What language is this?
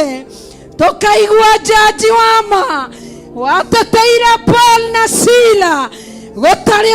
Kikuyu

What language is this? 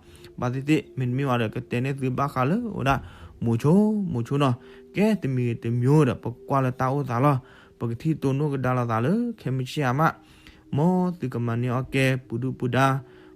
S'gaw Karen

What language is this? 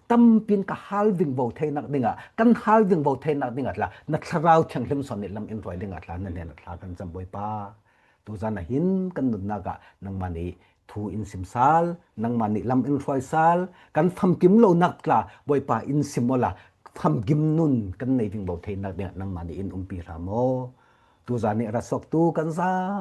Falam Chin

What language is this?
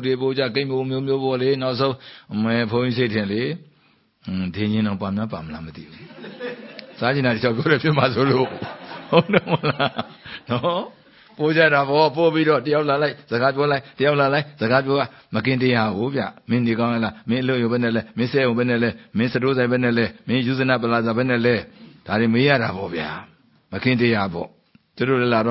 Burmese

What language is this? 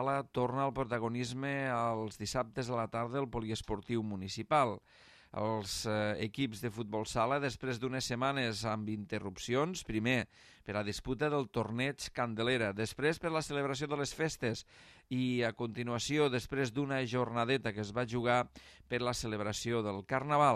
Catalan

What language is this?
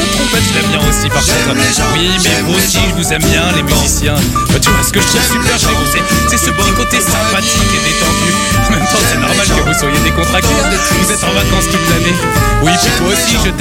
French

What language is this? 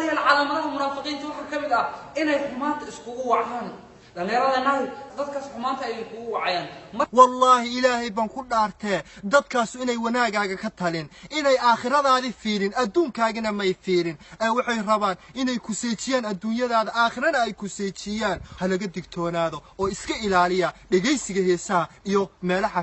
Somali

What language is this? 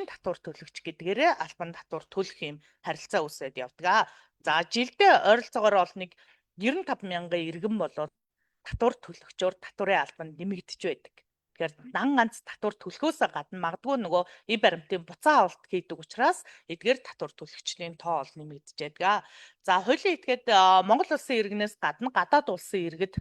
Mongolian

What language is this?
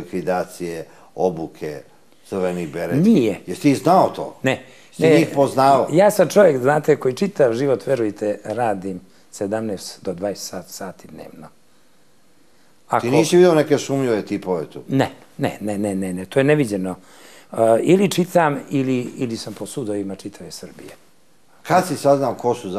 Serbian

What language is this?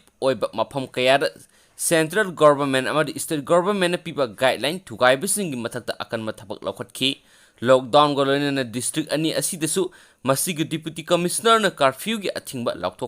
Manipuri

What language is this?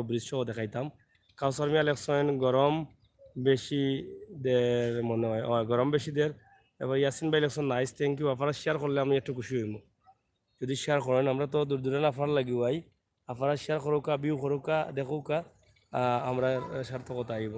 Sylheti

